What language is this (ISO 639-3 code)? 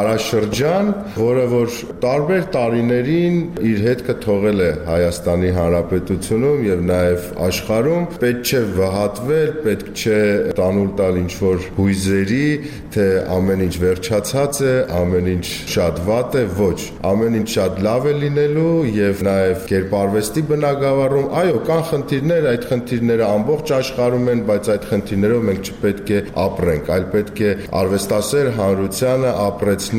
hye